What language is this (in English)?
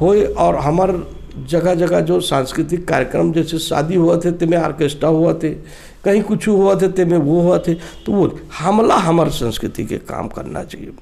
Chhattisgarhi